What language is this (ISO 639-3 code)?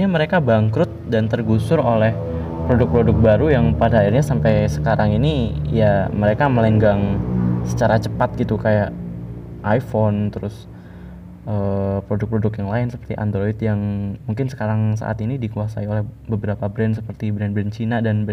ind